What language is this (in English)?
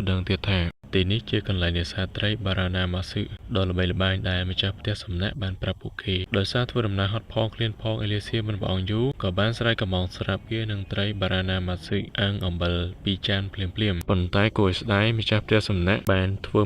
Khmer